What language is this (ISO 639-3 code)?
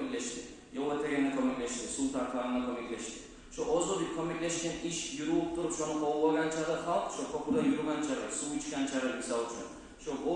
kum